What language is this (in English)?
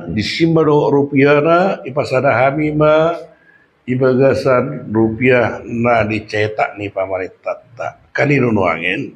Batak Toba